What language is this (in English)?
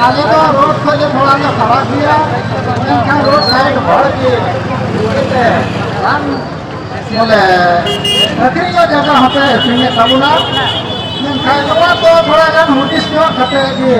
Santali